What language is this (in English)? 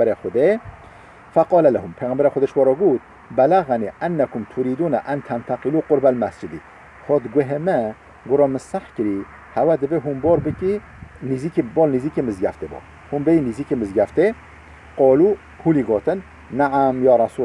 Kurdish